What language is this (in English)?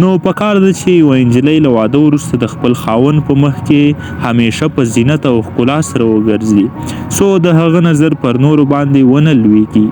Pashto